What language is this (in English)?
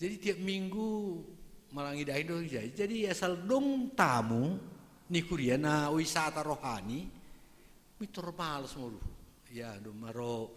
Batak Simalungun